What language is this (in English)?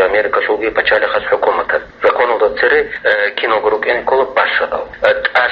Avaric